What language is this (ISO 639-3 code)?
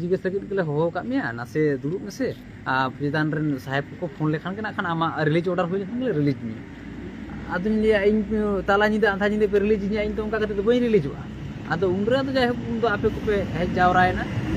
sat